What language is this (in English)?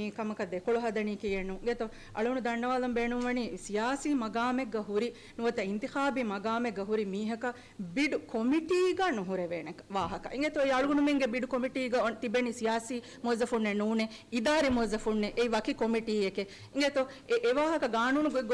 Divehi